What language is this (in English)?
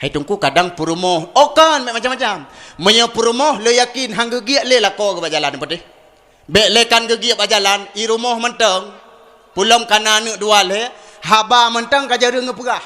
Achinese